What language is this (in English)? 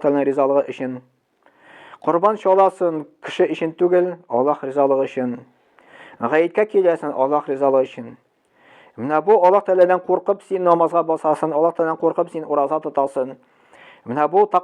Tatar